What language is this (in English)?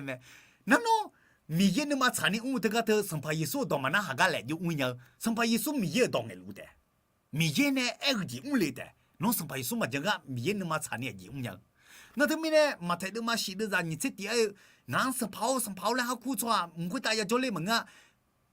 Akha